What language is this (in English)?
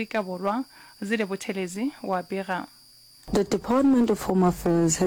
Northern Sotho